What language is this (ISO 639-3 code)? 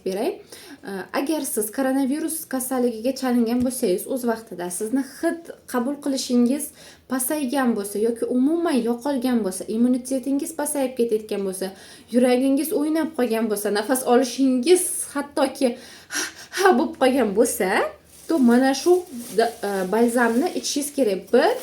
uzb